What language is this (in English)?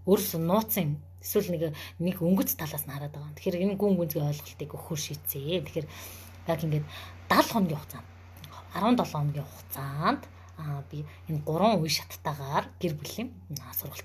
Mongolian